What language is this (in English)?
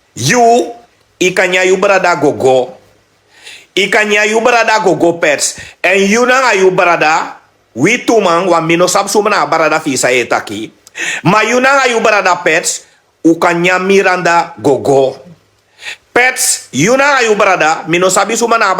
Sranan Tongo